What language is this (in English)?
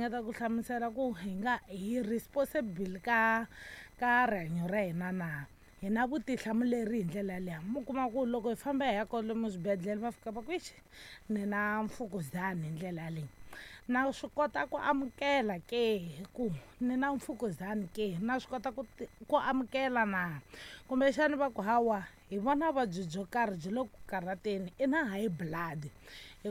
Tsonga